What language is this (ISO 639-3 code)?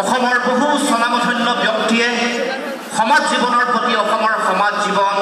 asm